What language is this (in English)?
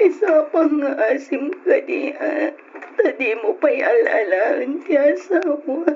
Iloko